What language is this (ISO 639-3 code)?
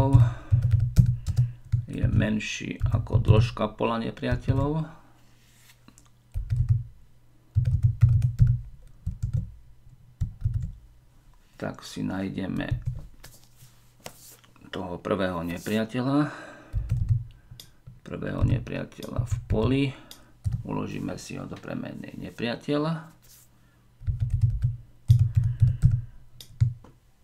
slk